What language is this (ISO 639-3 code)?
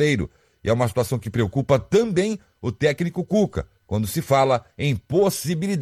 por